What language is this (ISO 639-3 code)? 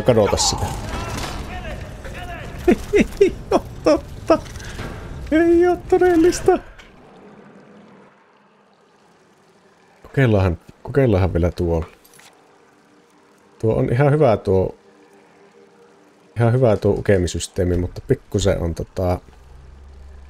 fin